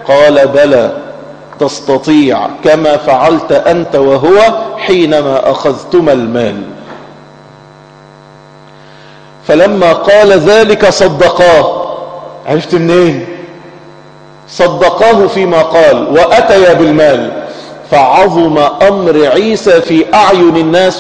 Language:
Arabic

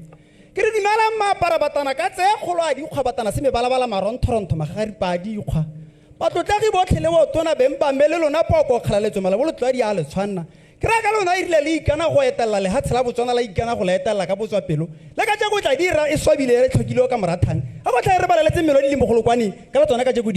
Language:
Tswana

